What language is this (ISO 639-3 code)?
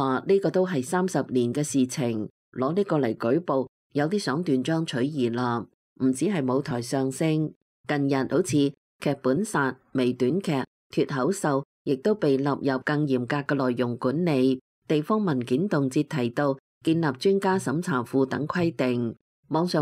yue